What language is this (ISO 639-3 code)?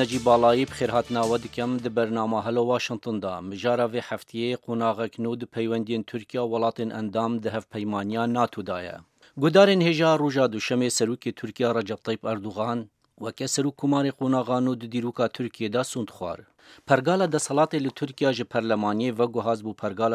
kur